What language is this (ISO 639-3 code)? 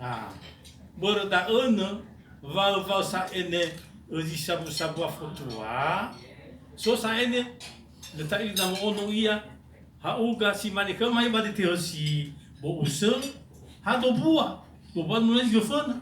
nia